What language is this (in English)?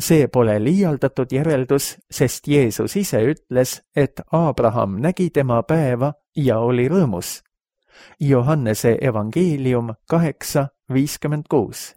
Estonian